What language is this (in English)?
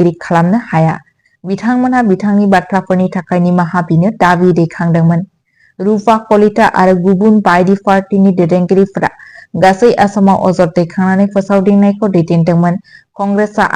Bodo